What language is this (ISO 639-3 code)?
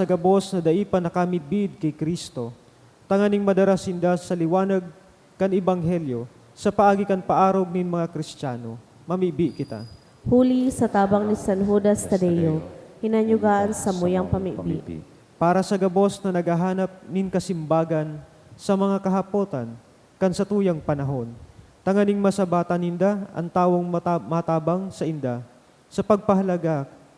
bik